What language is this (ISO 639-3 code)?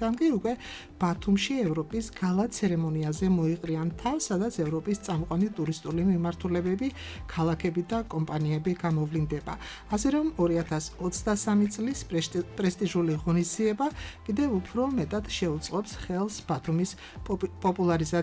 kat